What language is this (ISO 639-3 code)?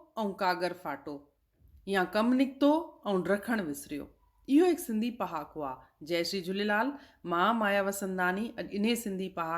snd